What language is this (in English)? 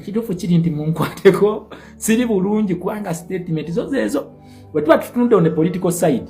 Ganda